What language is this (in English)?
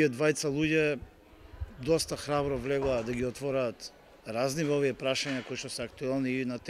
Macedonian